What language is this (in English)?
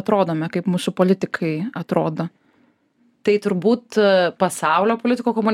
Lithuanian